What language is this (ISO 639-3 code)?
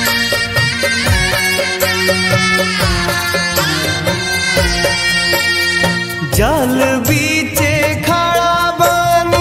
bho